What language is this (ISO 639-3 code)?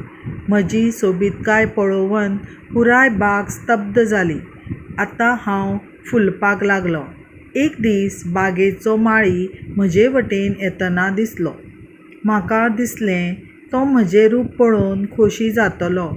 kok